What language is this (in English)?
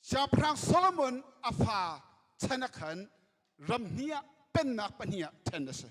Hakha Chin